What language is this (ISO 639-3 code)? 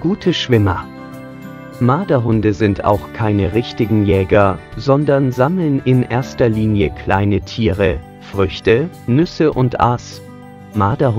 deu